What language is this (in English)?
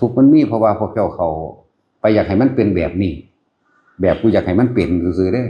Northeastern Thai